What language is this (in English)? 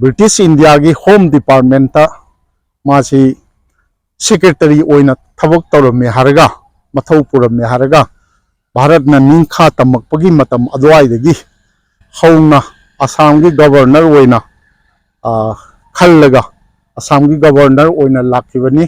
Manipuri